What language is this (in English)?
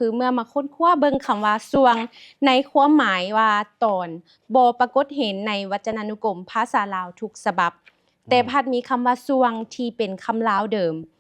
Lao